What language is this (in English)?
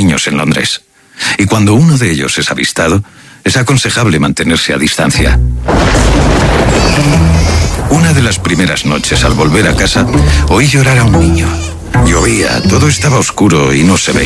Spanish